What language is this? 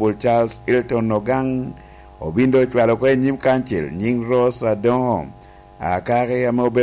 Lango (Uganda)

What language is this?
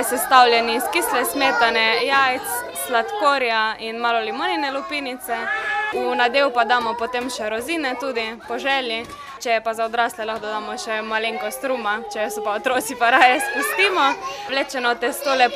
Slovenian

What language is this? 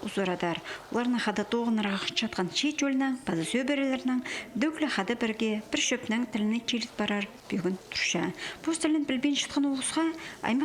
Khakas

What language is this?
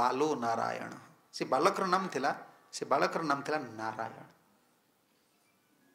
Odia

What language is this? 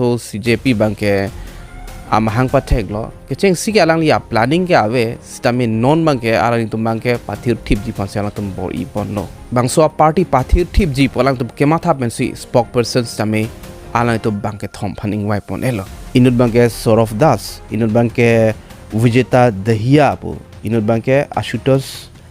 Karbi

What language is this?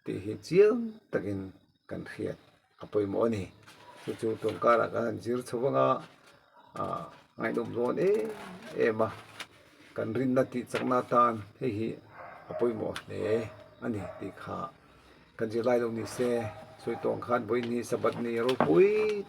Mizo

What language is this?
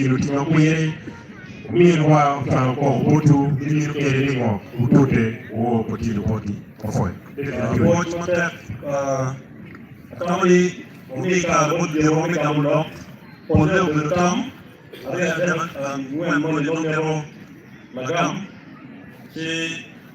Acoli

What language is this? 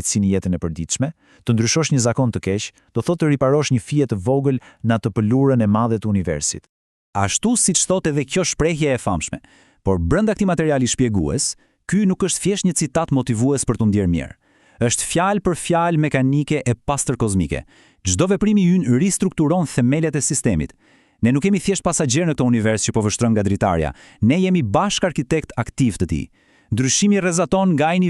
Albanian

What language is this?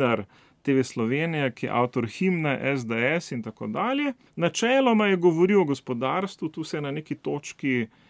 Slovenian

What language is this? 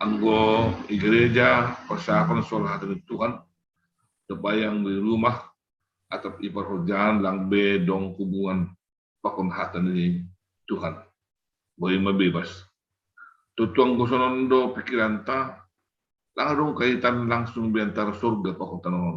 Batak Simalungun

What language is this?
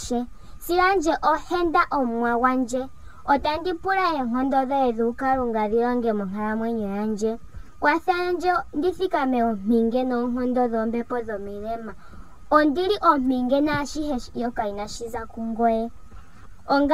Ndonga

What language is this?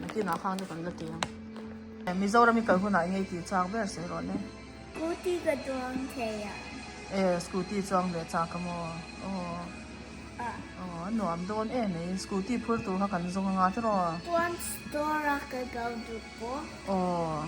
Mizo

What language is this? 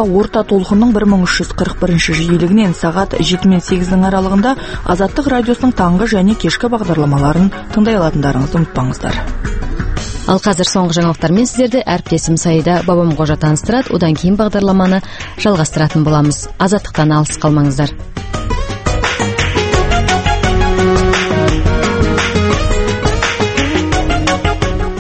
Kazakh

